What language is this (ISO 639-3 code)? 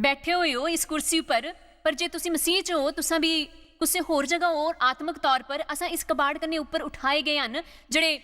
doi